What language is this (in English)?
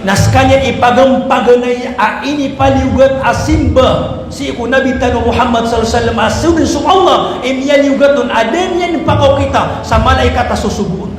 Maranao